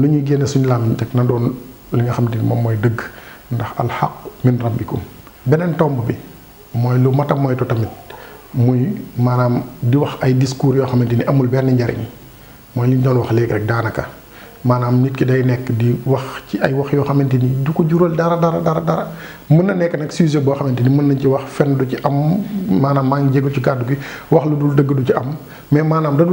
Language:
Wolof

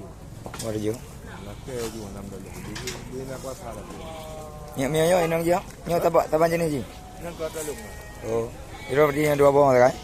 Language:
Achinese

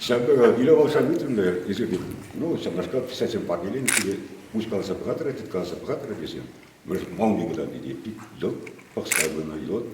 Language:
Chuvash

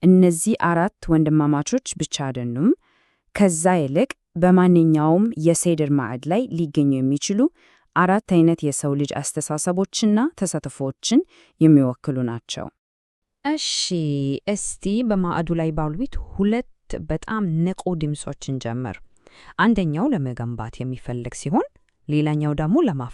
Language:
Amharic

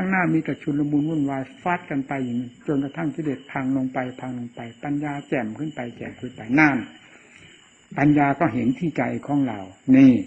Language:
Thai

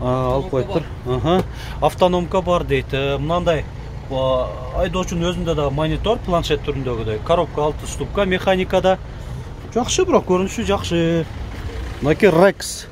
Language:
Kyrgyz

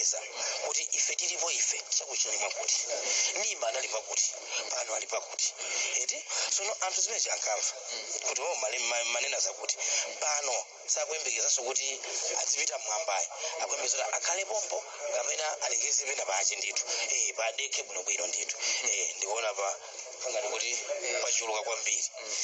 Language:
Nyanja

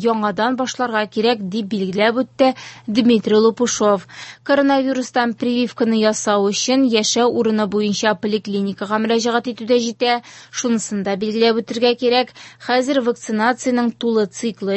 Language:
Tatar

